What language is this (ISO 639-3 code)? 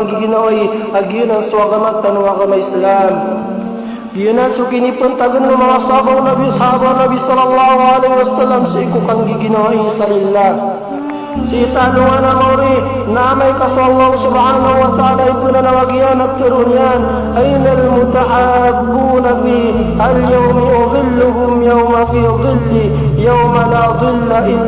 mrw